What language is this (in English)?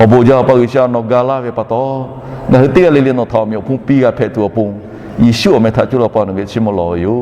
Lahu